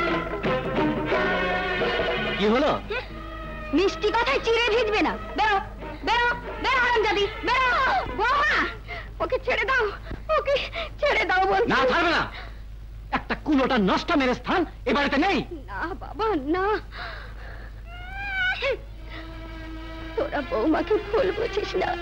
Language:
Bangla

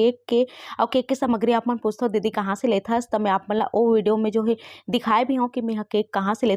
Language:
Chhattisgarhi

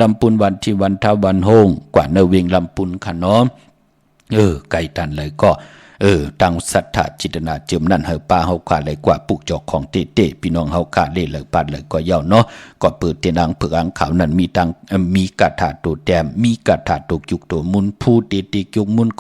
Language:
Shan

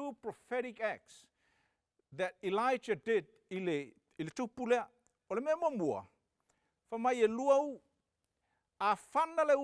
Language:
Samoan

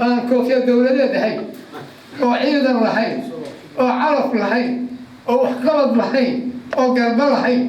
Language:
Somali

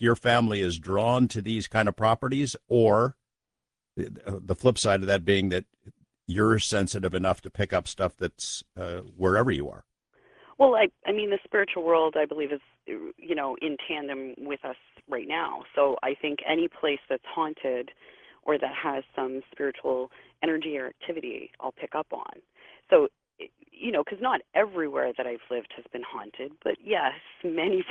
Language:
English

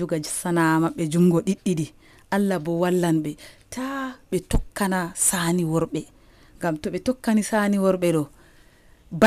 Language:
Nigerian Fulfulde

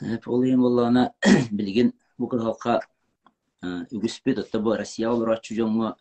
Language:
Yakut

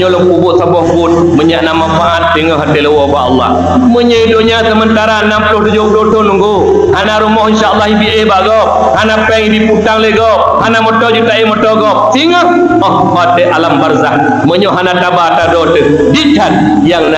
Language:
Achinese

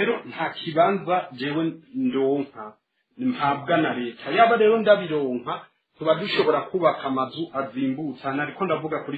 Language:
Rundi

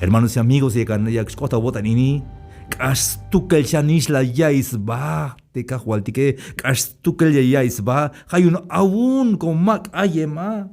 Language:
Tzeltal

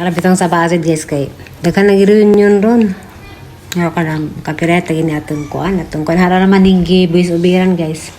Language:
Cebuano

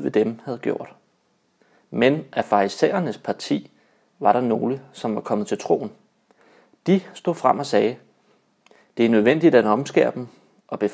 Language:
Danish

